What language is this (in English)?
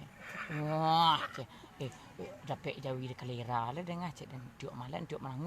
Minangkabau